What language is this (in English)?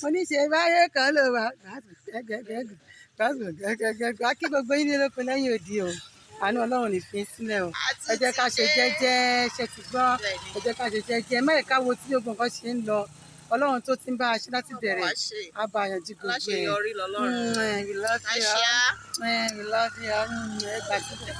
Yoruba